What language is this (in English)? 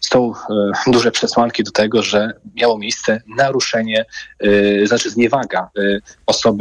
Polish